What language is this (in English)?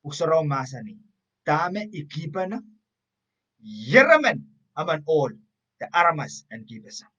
Pohnpeian